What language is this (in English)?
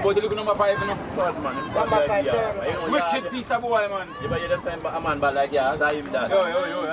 Jamaican Creole English